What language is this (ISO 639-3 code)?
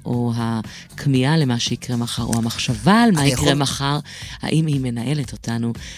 heb